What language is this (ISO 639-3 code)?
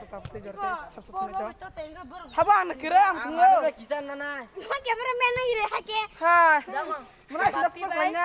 trp